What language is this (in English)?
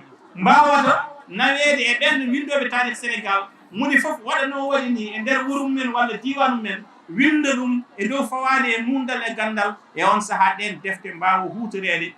Fula